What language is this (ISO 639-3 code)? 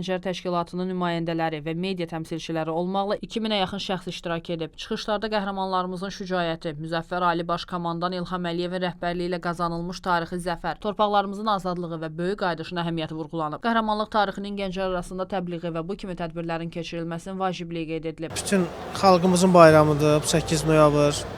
aze